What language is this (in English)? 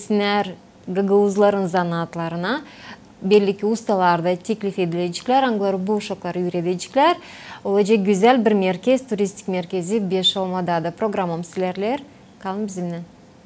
Gagauz